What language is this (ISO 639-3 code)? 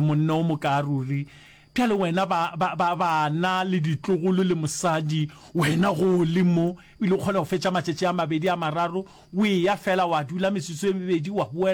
nso